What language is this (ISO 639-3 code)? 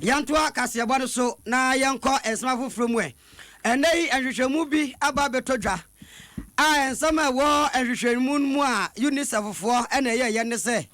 aka